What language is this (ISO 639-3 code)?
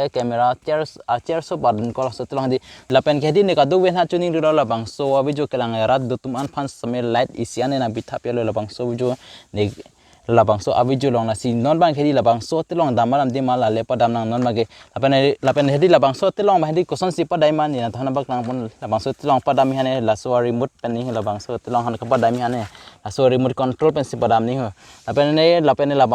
mjw